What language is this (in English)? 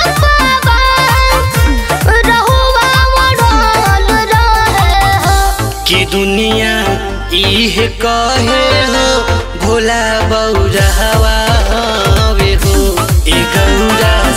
Bhojpuri